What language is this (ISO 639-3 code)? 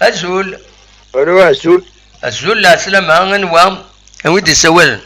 kab